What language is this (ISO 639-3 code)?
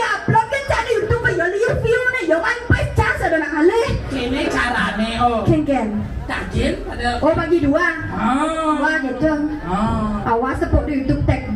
ban